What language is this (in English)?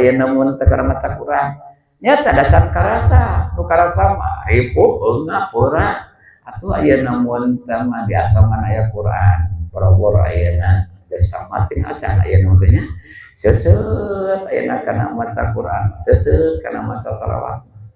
Sundanese